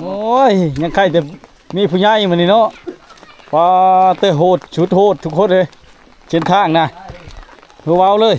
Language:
Lao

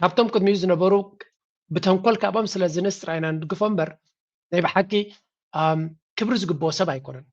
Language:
Tigrinya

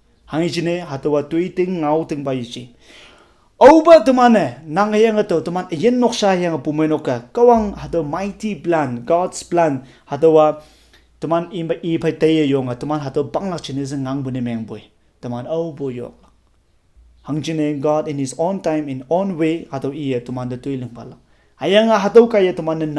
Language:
Konyak Naga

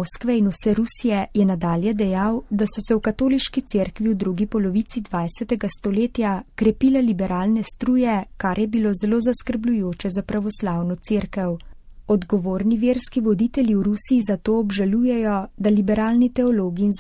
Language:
Slovenian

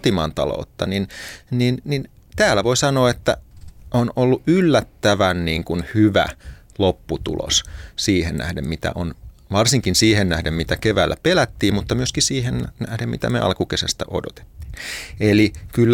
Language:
Finnish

